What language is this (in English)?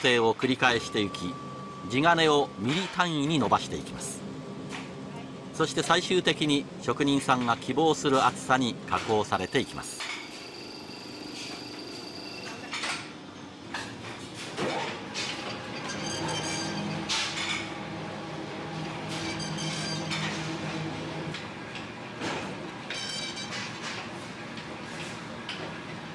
Japanese